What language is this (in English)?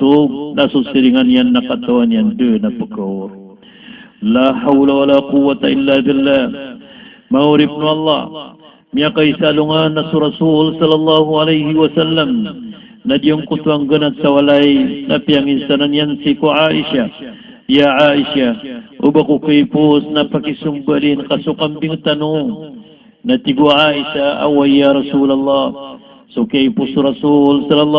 Maranao